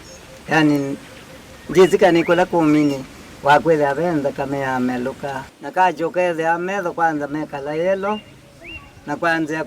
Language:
Kamba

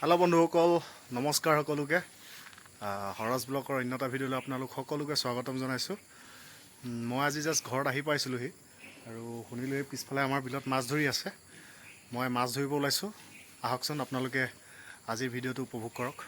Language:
Assamese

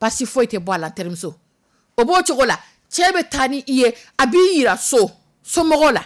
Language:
Dyula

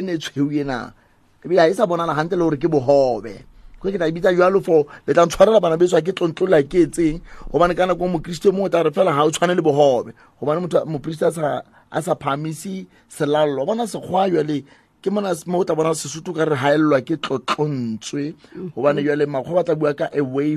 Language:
Southern Sotho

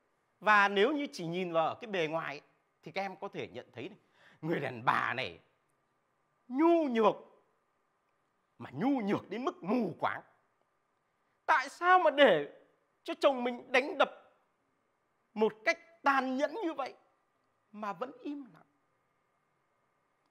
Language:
Vietnamese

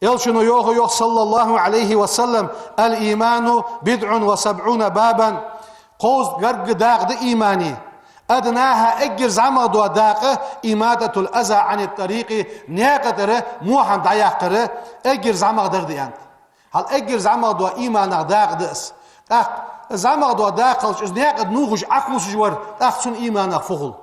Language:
Ingush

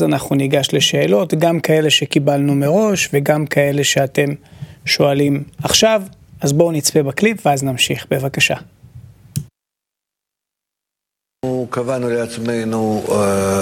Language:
Hebrew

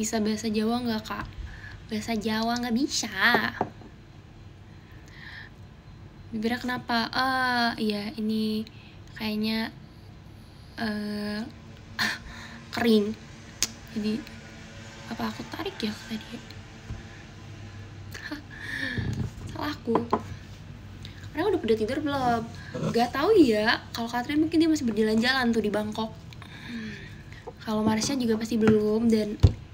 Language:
Indonesian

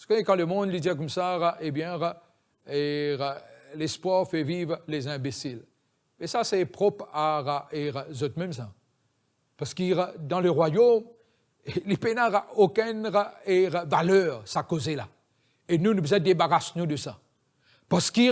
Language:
Morisyen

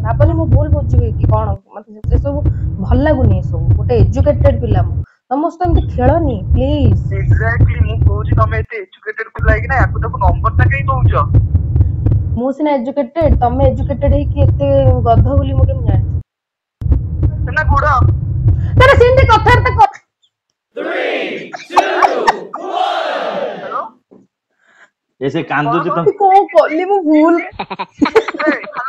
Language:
Odia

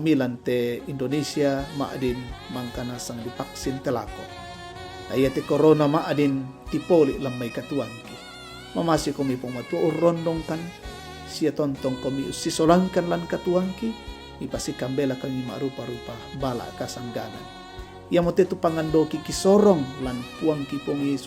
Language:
Toraja-Sa'dan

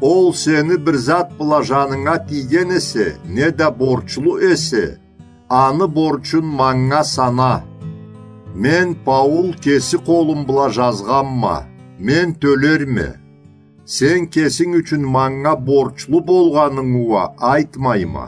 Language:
Karachay-Balkar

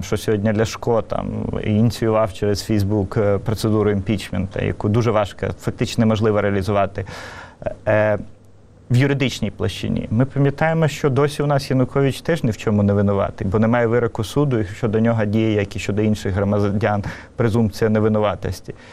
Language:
Ukrainian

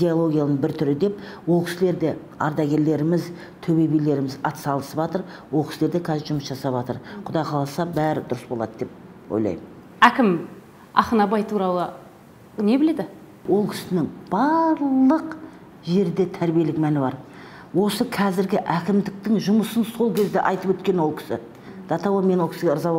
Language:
Kazakh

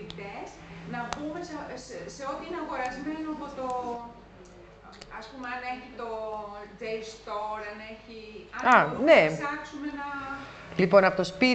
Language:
Greek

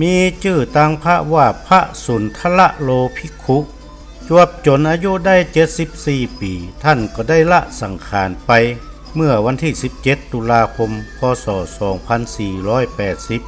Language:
Northern Thai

